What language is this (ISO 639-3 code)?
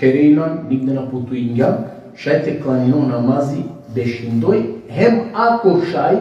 rmn